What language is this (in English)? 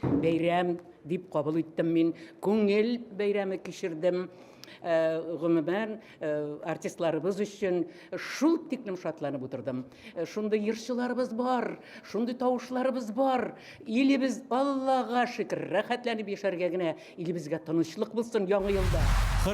Bashkir